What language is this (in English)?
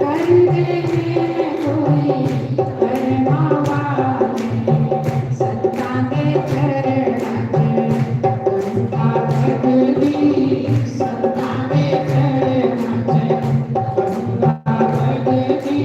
Dogri